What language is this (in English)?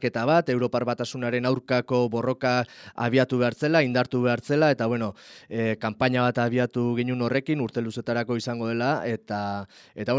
Basque